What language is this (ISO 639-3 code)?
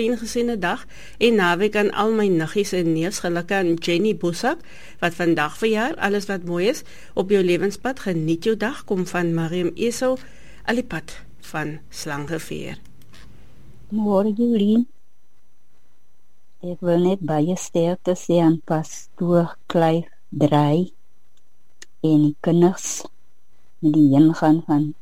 afr